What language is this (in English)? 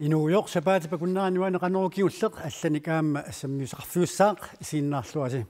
Kalaallisut